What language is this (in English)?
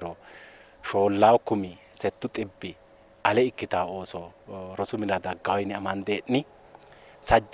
Sidamo